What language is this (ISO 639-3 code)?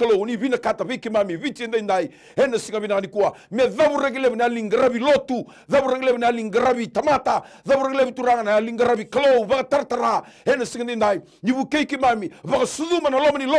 fij